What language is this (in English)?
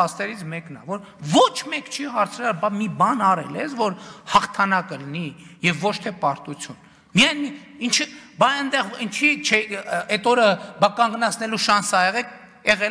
Armenian